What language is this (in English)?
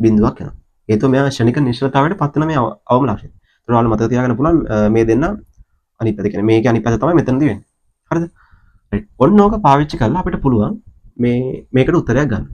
Sinhala